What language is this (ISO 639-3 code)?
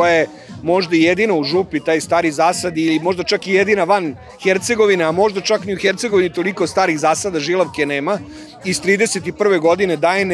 srp